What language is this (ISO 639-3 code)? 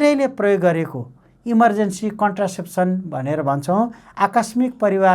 nep